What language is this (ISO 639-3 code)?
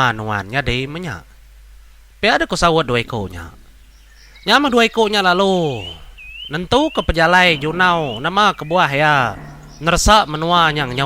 iba